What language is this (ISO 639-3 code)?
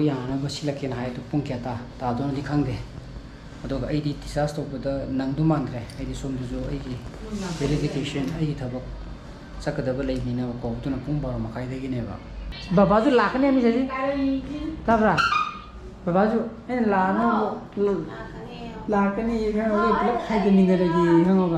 mni